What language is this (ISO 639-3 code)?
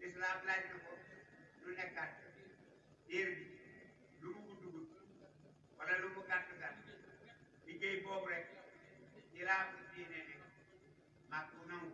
wol